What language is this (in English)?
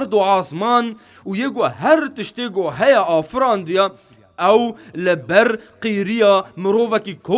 Kurdish